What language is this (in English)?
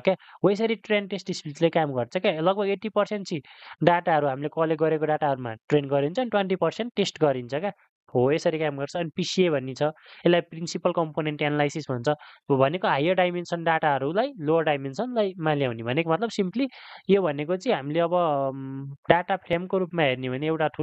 Nepali